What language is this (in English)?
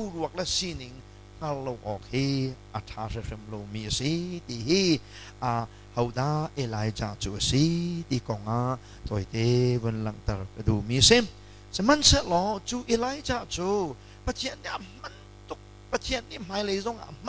Hakha Chin